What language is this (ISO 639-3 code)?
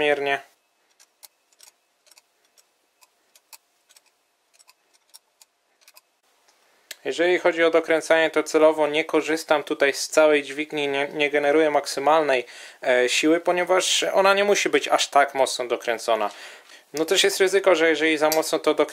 pol